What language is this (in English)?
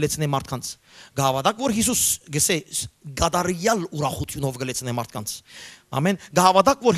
Western Armenian